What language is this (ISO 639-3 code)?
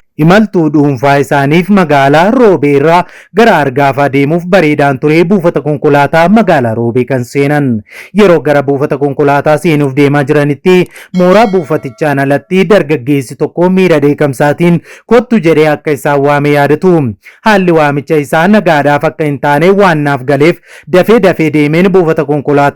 orm